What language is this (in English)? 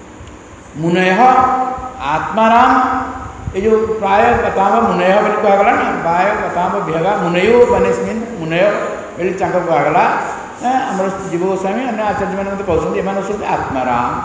Odia